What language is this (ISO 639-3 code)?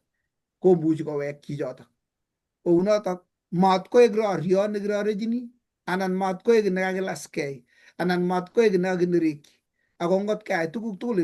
kln